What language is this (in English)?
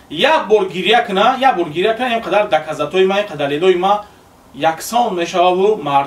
Tajik